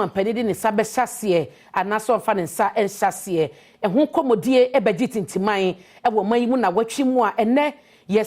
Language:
Akan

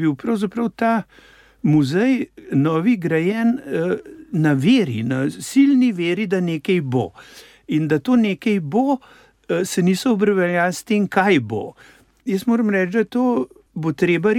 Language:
Slovenian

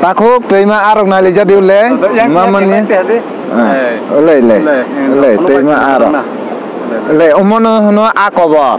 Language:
Kok Borok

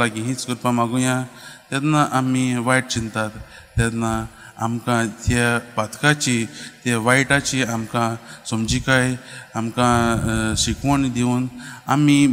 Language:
Konkani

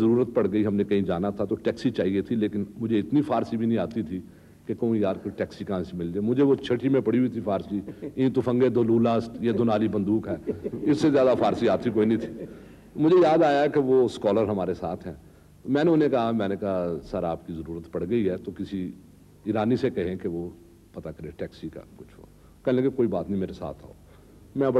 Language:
Urdu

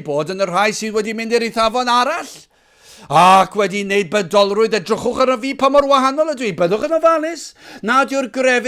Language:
Welsh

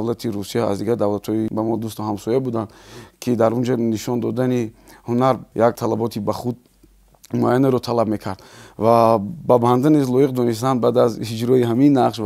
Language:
Tajik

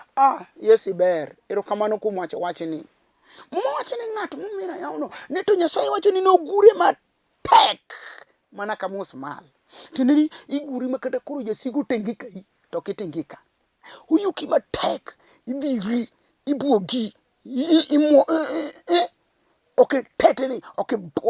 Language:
Luo (Kenya and Tanzania)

